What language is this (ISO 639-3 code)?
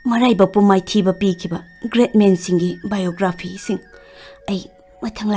mni